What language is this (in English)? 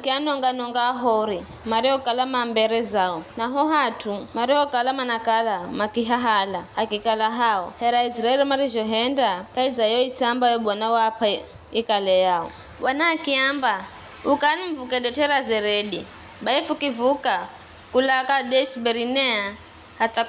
Giryama